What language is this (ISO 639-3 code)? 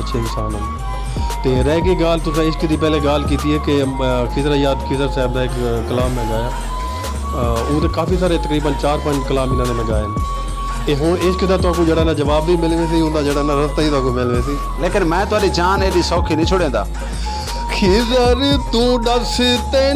skr